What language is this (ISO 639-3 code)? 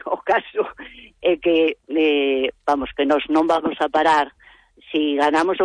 glg